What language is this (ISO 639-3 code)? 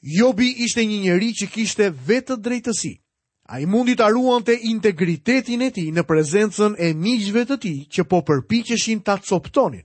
sqi